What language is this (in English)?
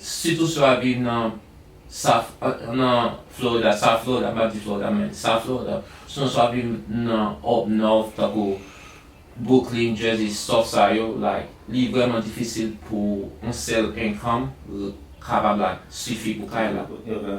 Haitian Creole